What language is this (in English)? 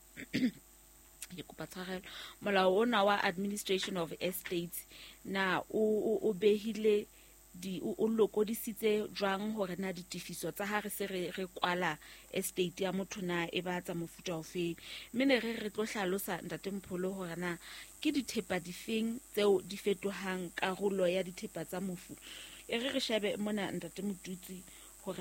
Southern Sotho